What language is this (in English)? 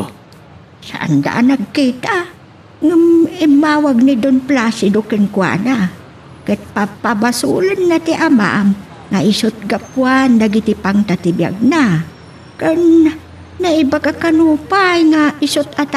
Iloko